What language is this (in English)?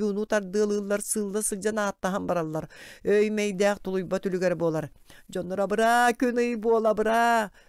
Yakut